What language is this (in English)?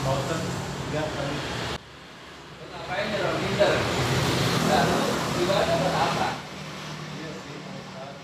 Betawi